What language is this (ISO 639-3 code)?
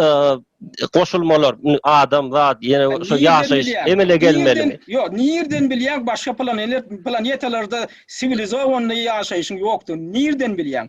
tuk